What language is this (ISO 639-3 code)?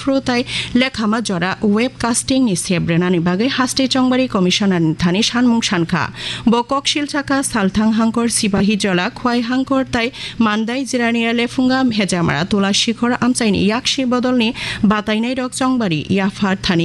trp